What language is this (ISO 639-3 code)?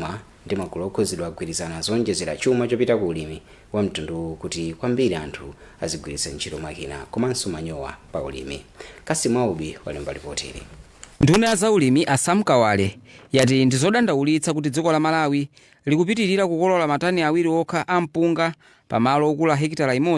nya